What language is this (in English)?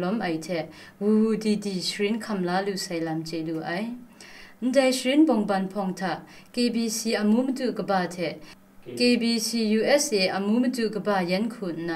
Kachin